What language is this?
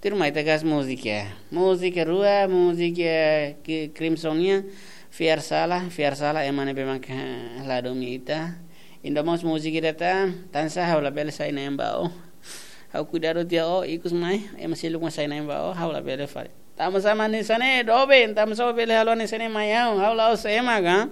Tetum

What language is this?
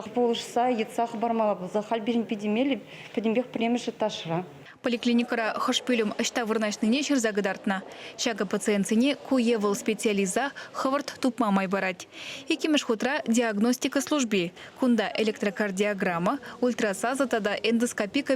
Chuvash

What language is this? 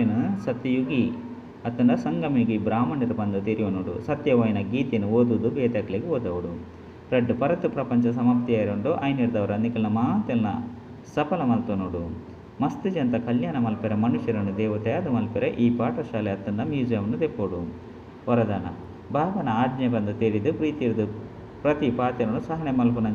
Tulu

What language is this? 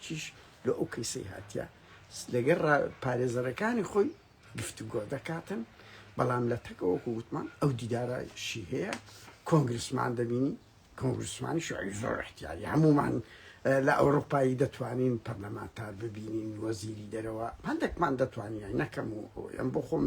Central Kurdish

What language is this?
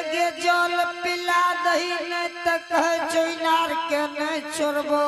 Angika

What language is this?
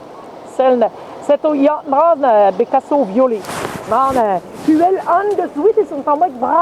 Breton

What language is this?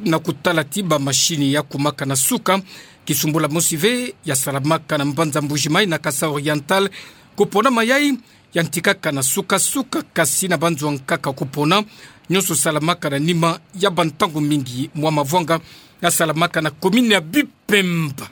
Kituba (Democratic Republic of Congo)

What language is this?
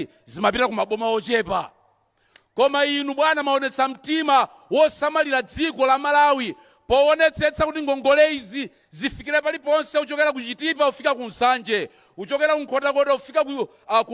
Nyanja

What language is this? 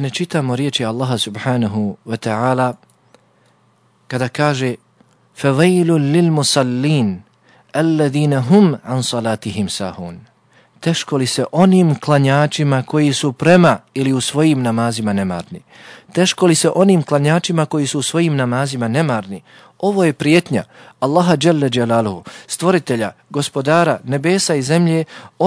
Bosnian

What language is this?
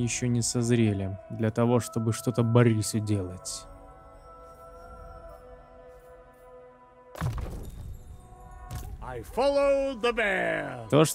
Russian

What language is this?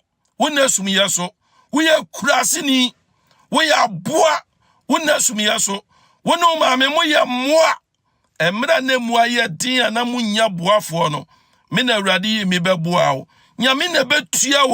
Akan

